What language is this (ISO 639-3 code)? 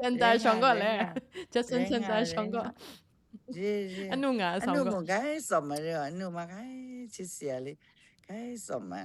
kac